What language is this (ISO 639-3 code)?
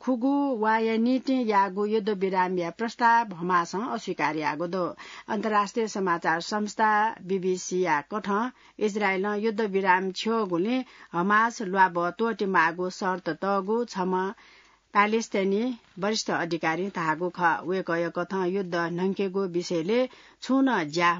new